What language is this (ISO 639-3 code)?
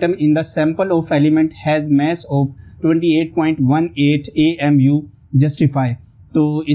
hin